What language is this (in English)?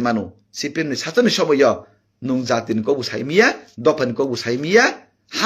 Kok Borok